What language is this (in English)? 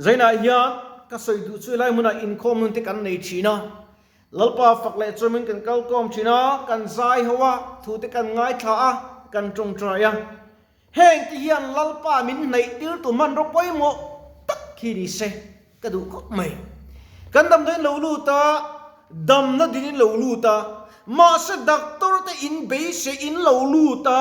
Mizo